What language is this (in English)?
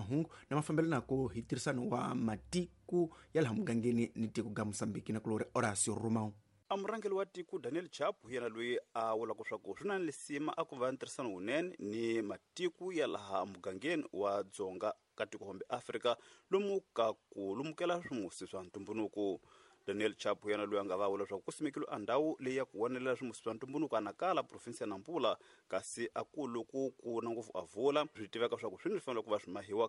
Tsonga